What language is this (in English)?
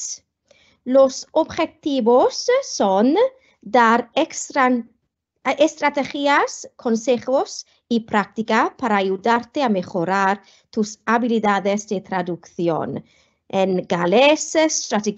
Welsh